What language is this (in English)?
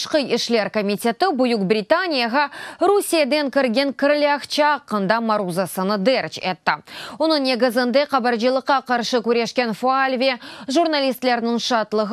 Crimean Tatar